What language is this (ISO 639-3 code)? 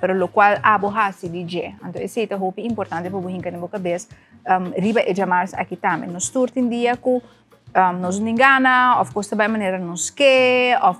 pap